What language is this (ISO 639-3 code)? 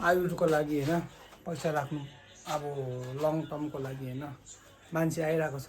nep